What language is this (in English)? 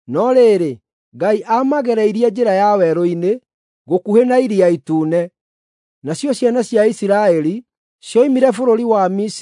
Kikuyu